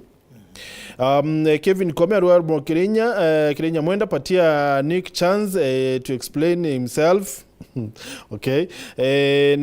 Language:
Meru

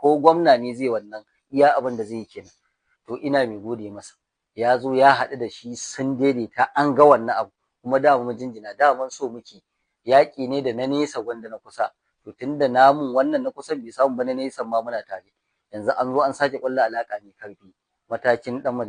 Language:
Hausa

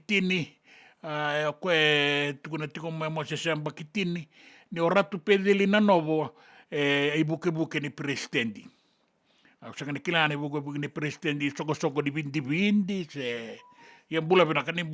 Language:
Fijian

